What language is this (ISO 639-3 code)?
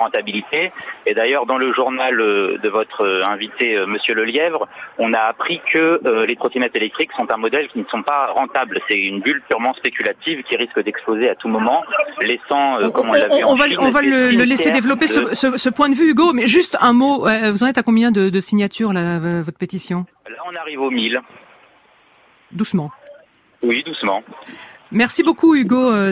fra